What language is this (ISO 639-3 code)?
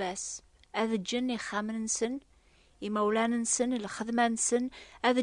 kab